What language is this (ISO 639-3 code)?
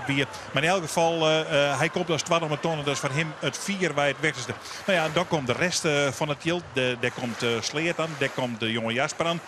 fry